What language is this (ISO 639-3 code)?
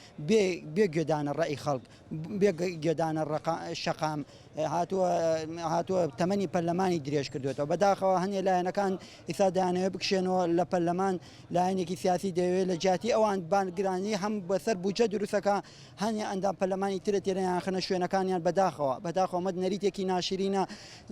ckb